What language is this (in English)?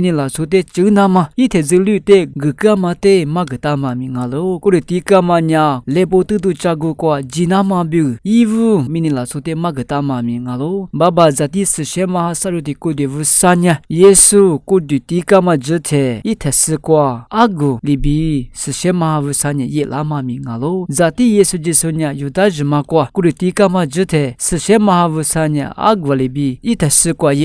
Lisu